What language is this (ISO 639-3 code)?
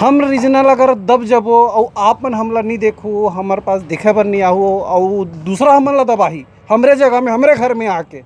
hne